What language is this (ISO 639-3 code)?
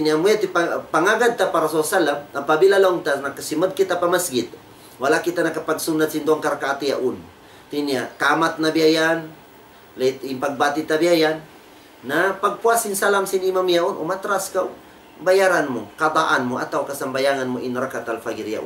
tsg